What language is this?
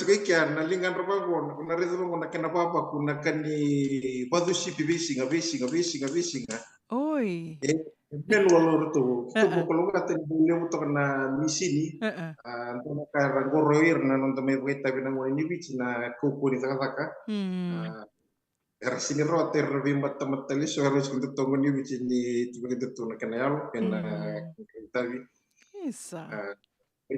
Fijian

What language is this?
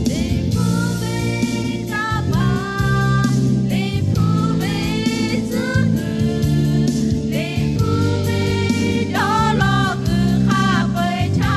Lahu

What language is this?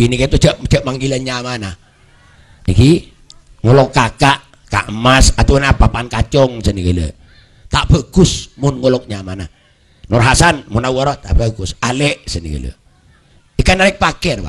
Madurese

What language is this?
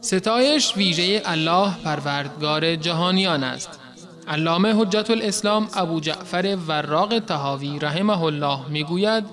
Persian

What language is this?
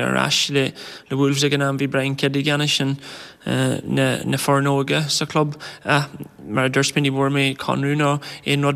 Irish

